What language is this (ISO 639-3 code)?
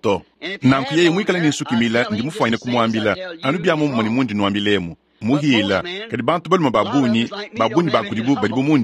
lua